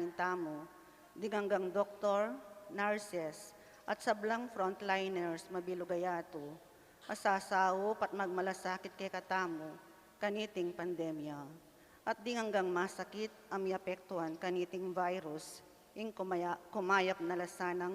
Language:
Pampanga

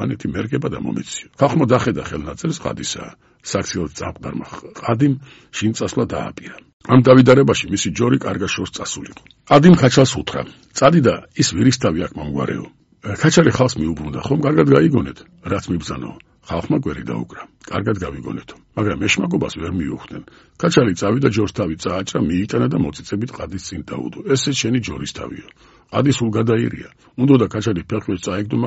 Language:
Georgian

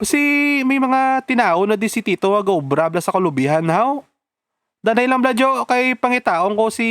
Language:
Hiligaynon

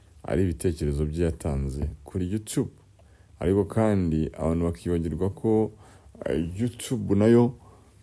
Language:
Kinyarwanda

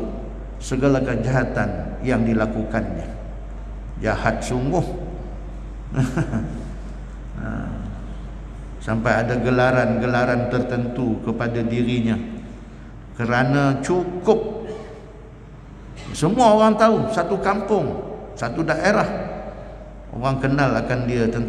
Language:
Malay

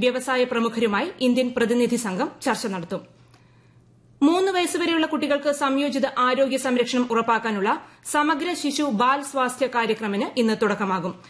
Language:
Malayalam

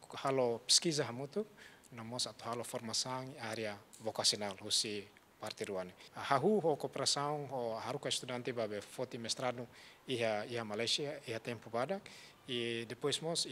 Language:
Tetum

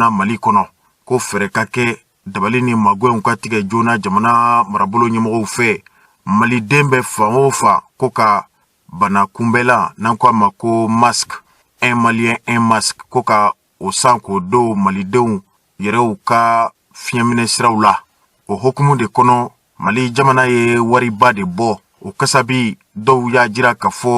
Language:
Bambara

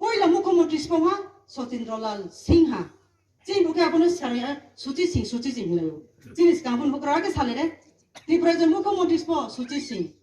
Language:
Kok Borok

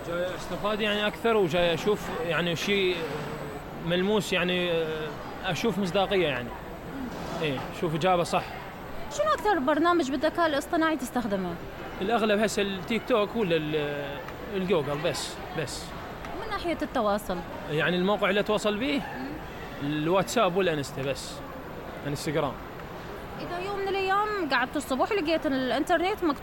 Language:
Mesopotamian Arabic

